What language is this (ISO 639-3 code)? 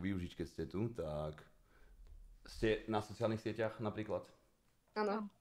slk